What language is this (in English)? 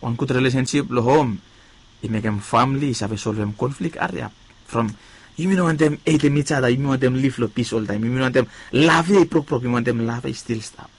Bislama